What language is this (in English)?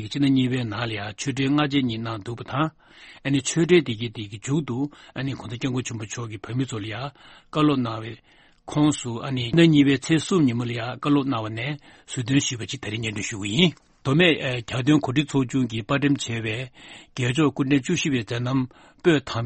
Tibetan